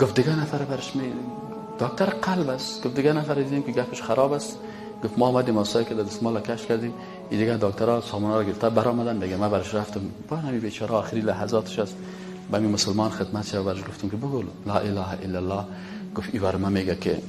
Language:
Persian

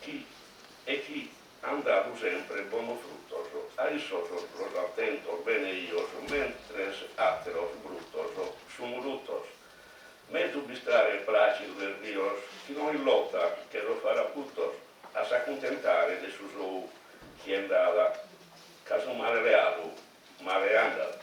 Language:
Sardinian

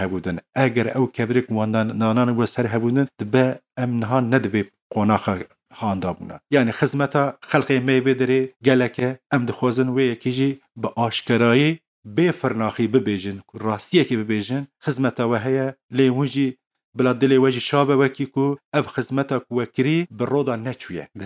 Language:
Kurdish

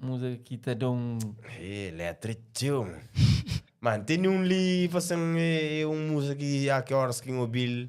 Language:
Kabuverdianu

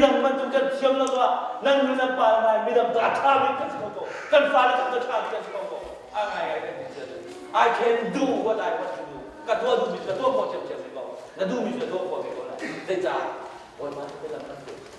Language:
Hakha Chin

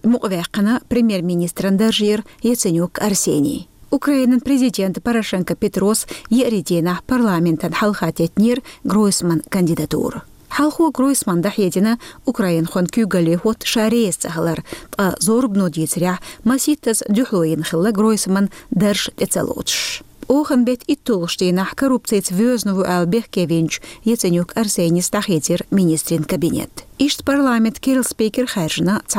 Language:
Chechen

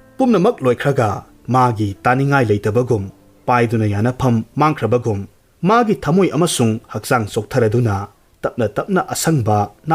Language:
Manipuri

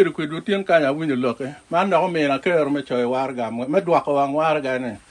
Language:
Acoli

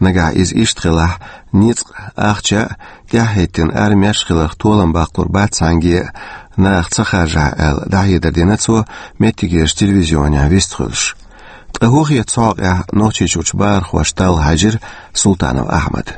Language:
Chechen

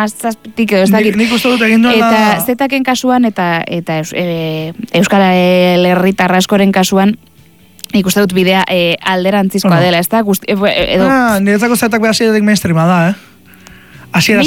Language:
Basque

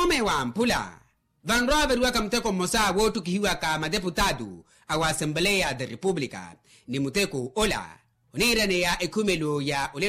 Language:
Makhuwa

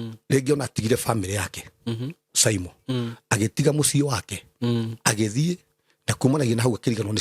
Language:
Kikuyu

